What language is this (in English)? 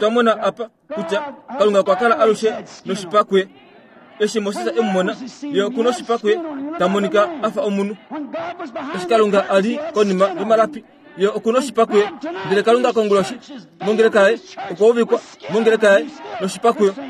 Kuanyama